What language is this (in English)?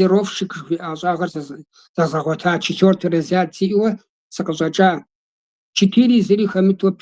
Kabardian